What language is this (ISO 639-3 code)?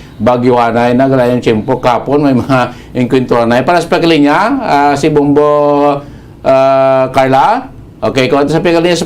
hil